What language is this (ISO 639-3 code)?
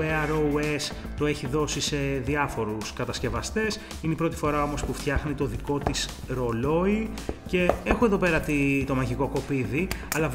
ell